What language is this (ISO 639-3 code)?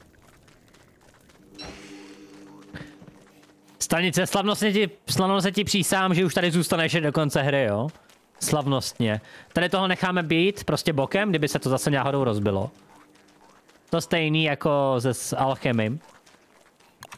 ces